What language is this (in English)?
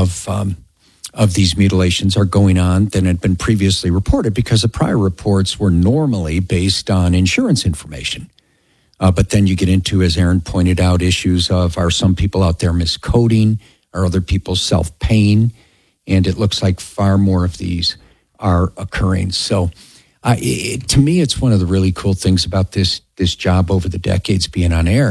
English